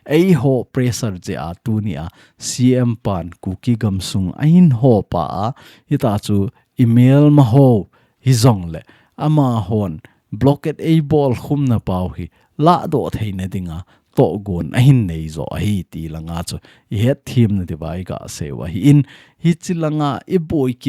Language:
Thado Chin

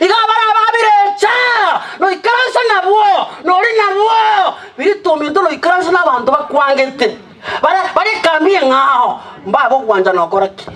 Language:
Gusii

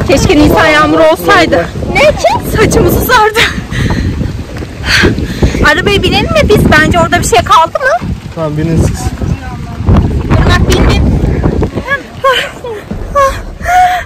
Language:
Turkish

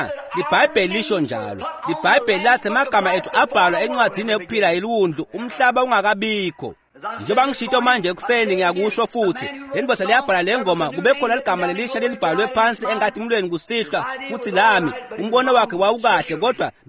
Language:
Swati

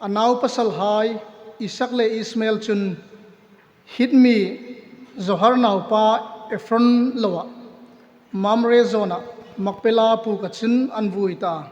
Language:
Hmar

